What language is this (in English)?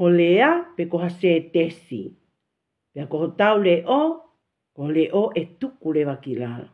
Tongan